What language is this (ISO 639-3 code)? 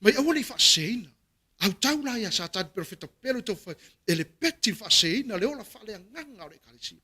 smo